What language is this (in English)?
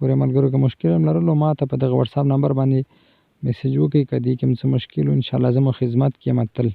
Pashto